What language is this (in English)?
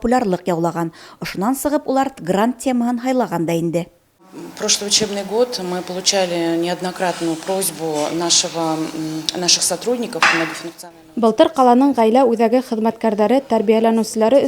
Bashkir